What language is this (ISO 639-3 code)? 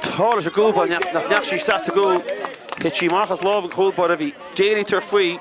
gle